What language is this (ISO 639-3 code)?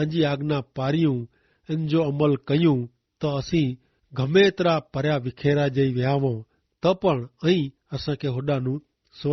kfr